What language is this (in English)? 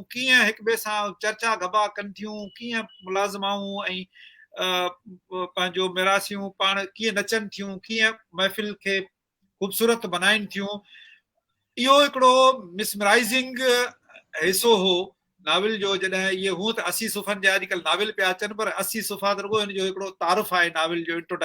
Sindhi